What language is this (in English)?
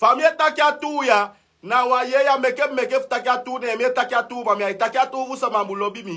Sranan Tongo